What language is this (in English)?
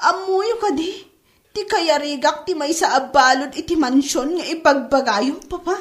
Iloko